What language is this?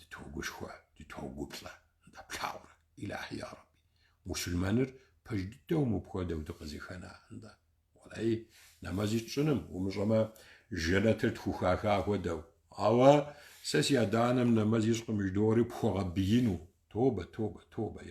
Kabardian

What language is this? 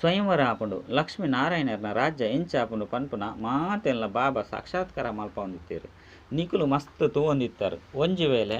Tulu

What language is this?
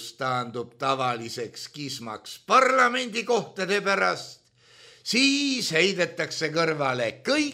Estonian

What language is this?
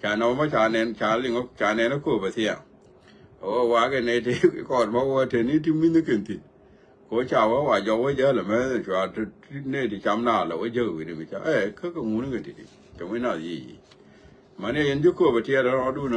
Nuer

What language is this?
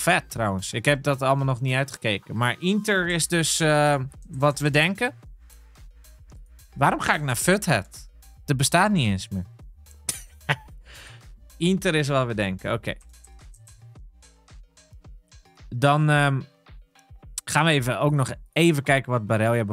Dutch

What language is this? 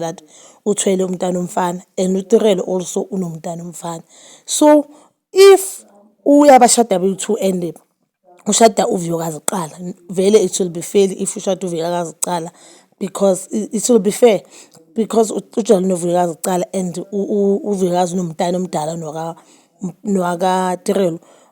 Zulu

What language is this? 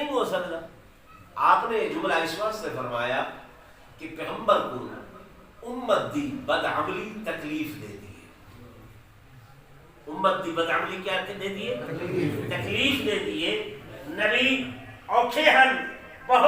Saraiki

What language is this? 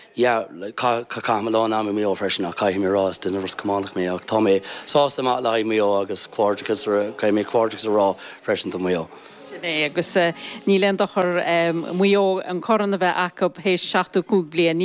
Irish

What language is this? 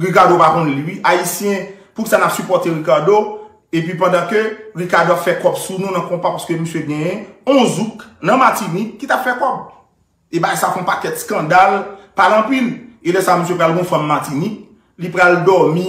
Haitian Creole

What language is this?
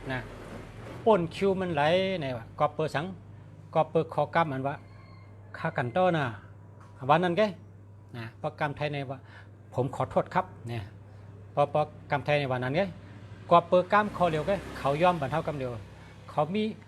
Shan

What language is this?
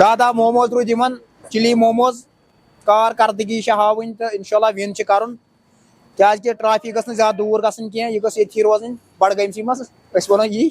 Kashmiri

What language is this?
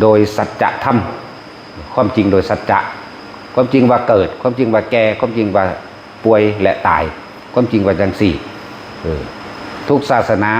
Northeastern Thai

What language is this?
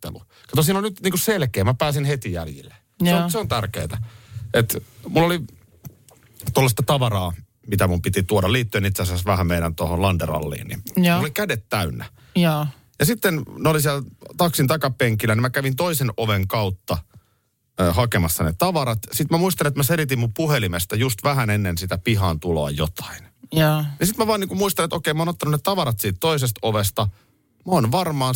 Finnish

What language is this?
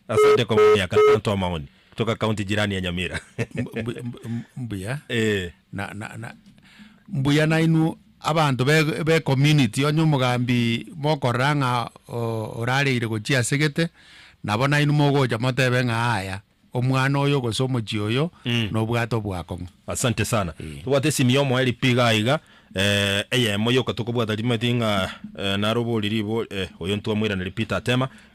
Gusii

